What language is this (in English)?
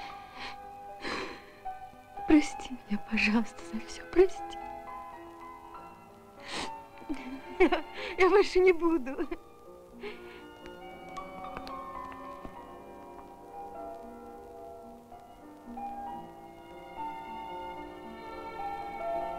Russian